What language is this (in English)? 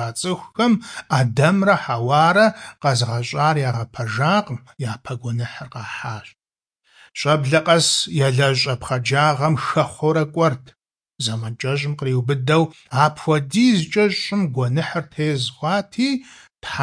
Kabardian